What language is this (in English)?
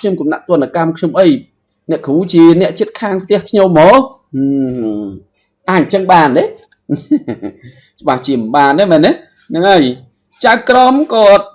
Khmer